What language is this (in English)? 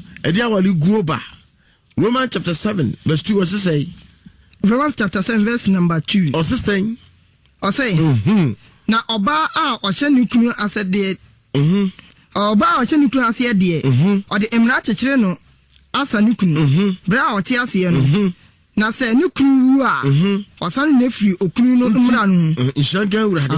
Akan